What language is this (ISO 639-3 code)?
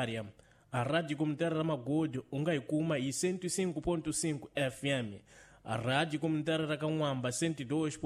tso